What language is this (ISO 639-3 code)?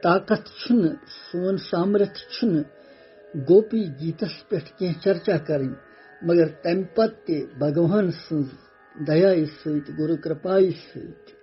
kas